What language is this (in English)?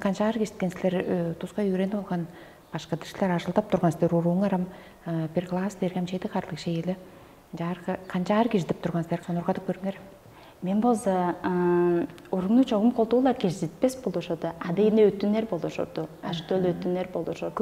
Tuvinian